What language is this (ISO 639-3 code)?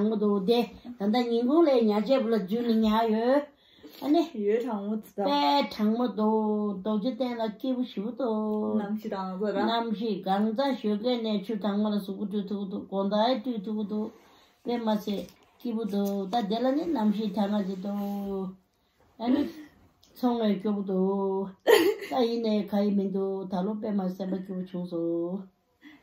bod